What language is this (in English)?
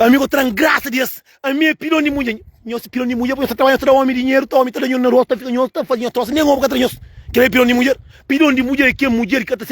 Kabuverdianu